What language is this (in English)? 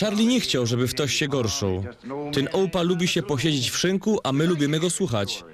Silesian